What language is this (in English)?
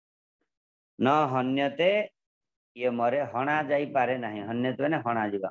Odia